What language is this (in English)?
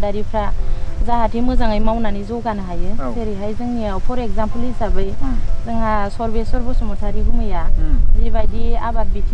Bodo